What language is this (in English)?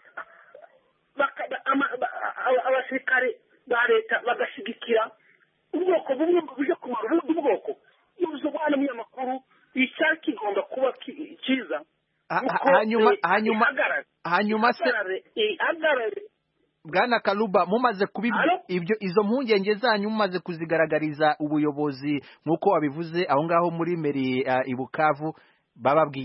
Kinyarwanda